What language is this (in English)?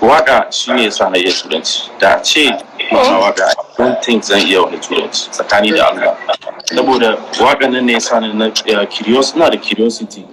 Hausa